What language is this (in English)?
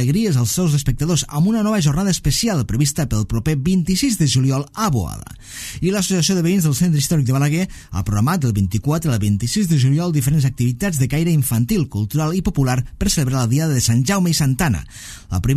Catalan